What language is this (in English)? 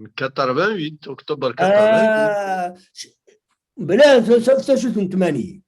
Kabyle